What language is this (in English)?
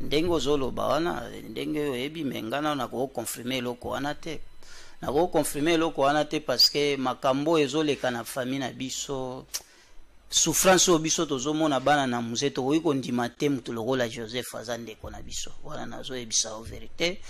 Lingala